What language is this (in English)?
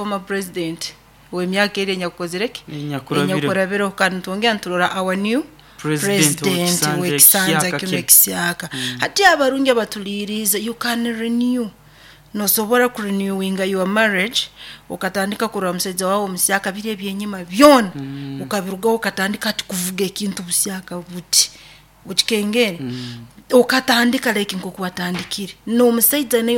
Nyoro